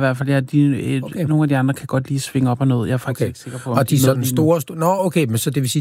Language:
Danish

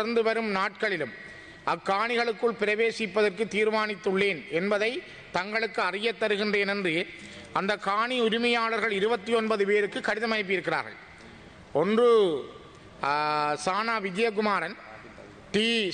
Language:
Tamil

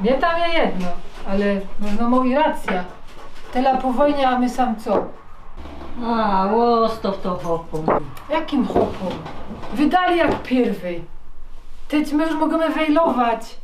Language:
Silesian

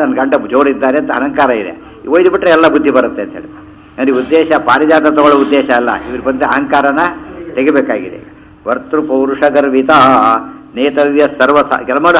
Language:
Kannada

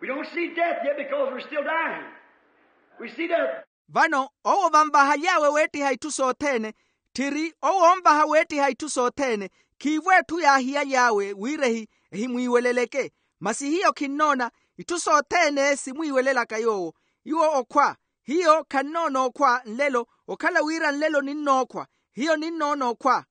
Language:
Makhuwa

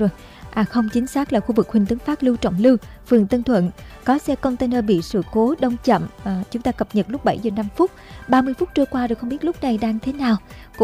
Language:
Vietnamese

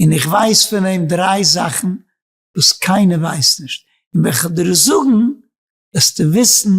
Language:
Yiddish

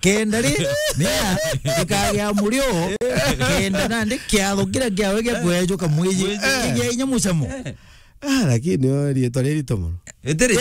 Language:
Meru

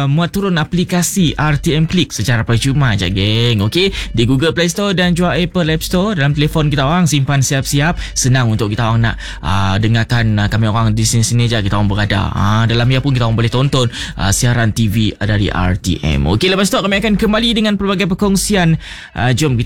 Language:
Malay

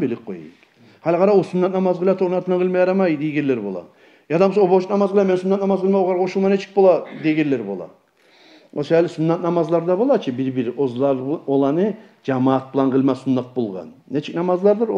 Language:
Kumyk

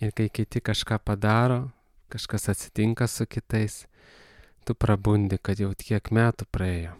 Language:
Lithuanian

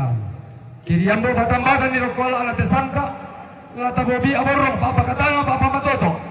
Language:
Toraja-Sa'dan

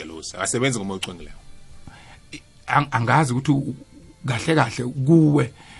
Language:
South Ndebele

